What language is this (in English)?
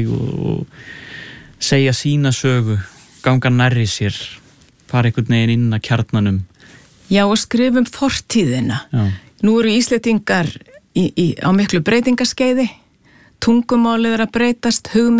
Icelandic